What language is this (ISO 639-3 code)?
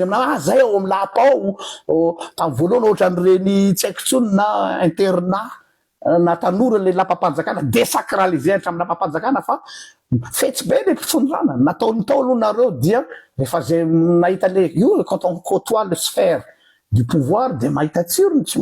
mlg